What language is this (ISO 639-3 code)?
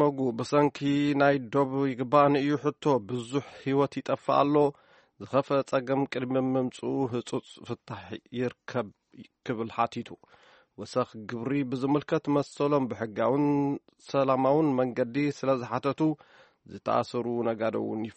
tir